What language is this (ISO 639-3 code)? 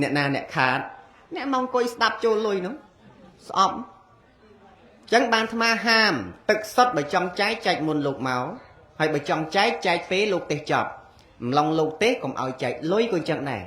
khm